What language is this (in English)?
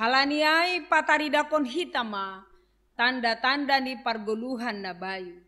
Batak Simalungun